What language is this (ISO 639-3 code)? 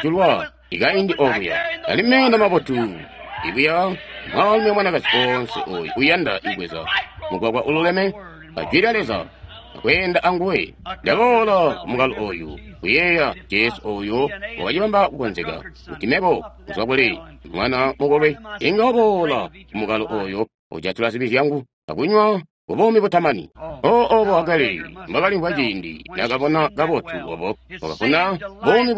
toi